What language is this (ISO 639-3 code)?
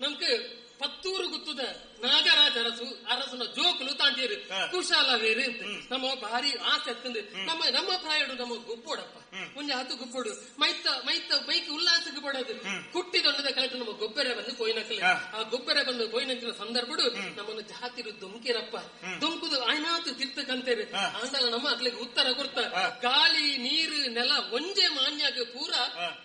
tcy